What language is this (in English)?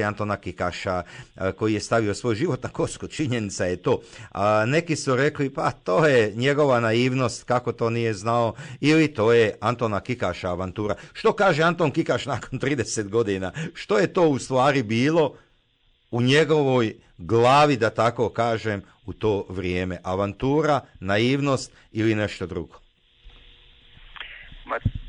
Croatian